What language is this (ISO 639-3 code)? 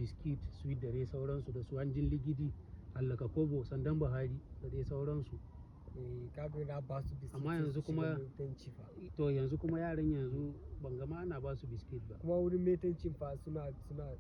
hau